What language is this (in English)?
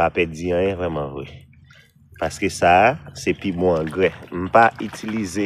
Haitian Creole